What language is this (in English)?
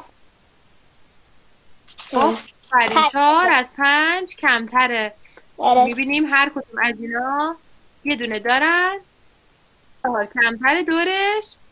Persian